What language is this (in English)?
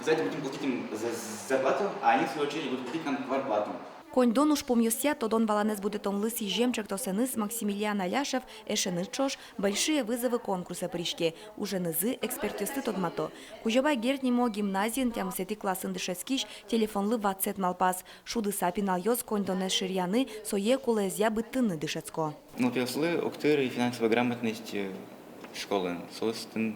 Udmurt